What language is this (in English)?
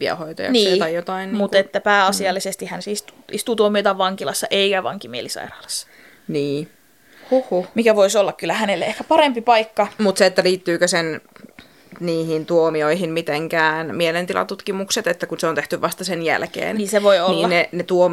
Finnish